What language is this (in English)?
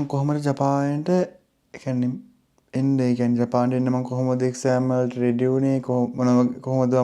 Sinhala